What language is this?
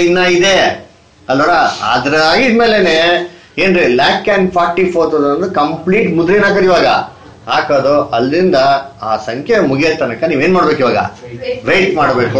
Kannada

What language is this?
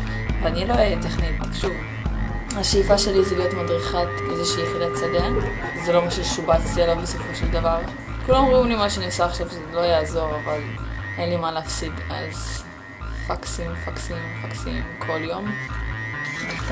Hebrew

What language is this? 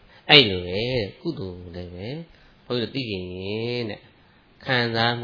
Burmese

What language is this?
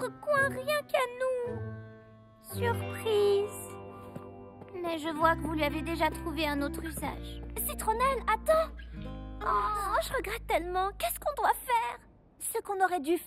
French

